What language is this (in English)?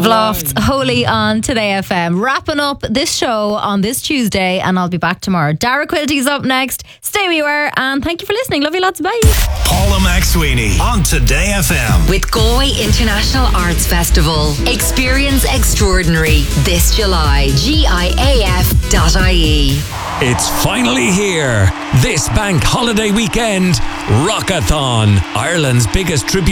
English